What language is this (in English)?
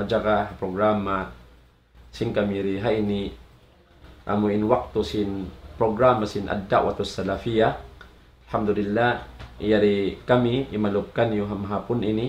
Tausug